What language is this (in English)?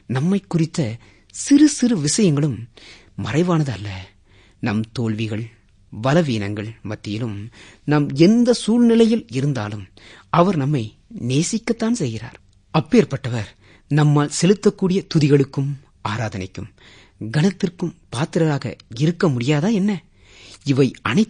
Tamil